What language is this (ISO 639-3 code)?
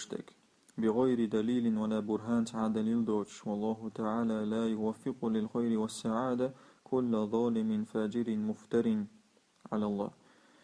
che